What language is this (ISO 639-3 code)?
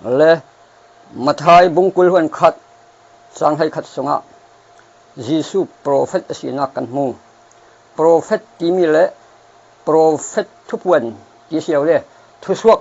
cfm